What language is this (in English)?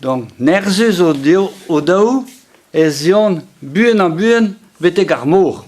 Breton